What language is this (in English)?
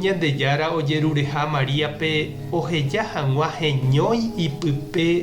Guarani